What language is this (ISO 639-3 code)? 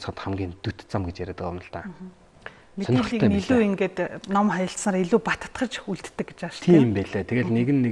mon